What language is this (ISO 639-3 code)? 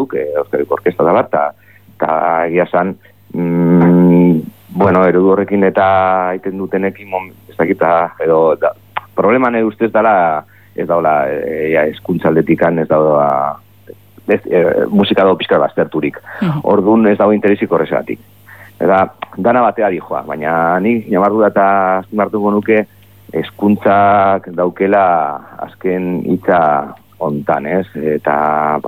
eus